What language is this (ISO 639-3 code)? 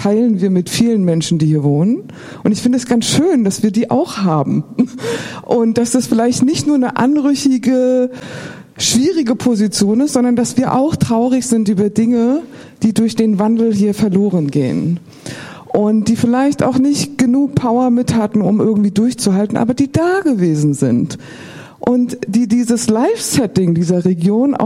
deu